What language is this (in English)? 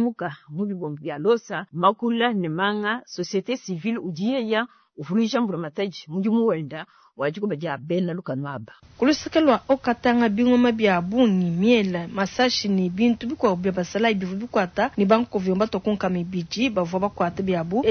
Luba-Lulua